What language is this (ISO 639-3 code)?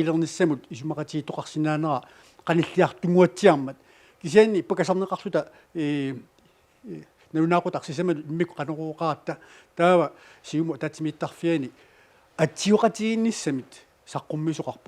kal